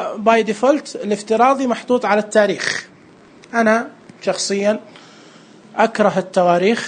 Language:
Najdi Arabic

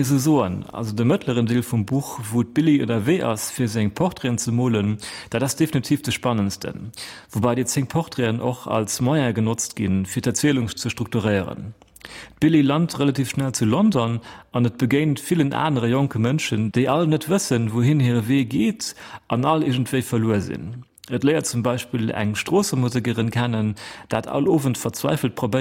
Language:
Luxembourgish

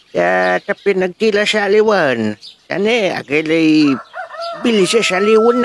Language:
Pangasinan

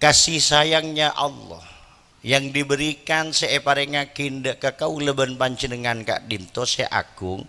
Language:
Madurese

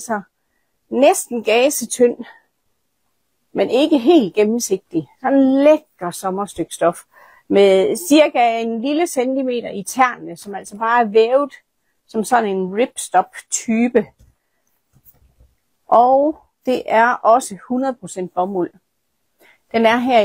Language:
Danish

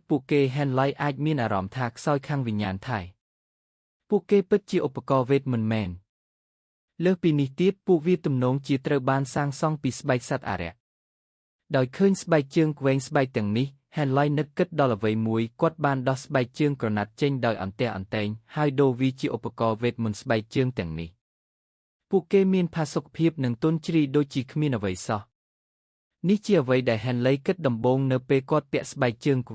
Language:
Khmer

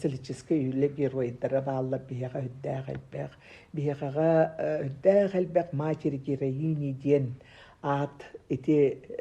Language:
Yakut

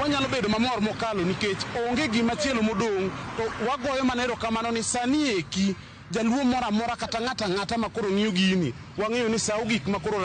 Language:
Luo (Kenya and Tanzania)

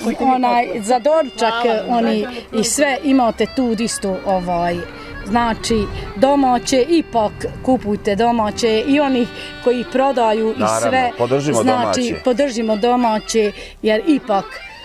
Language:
Bosnian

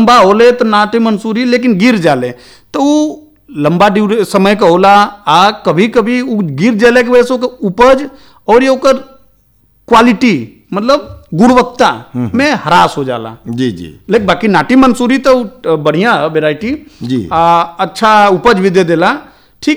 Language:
Bhojpuri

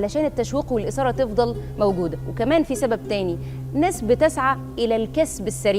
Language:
Egyptian Arabic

